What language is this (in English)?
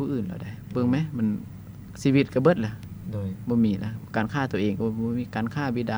Lao